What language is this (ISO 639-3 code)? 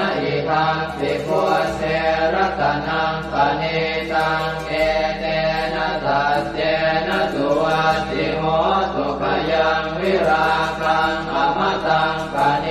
pli